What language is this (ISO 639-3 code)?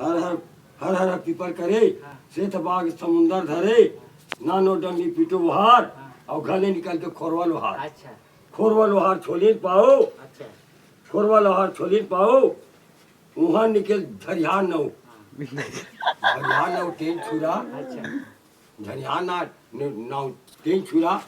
hne